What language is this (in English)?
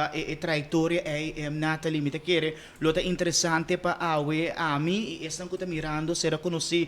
Papiamento